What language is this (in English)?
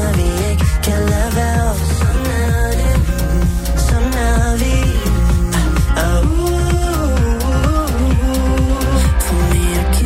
Danish